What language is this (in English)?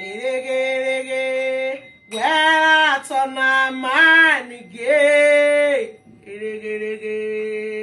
Nigerian Pidgin